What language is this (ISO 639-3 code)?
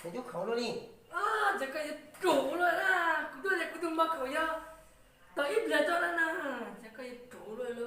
hmn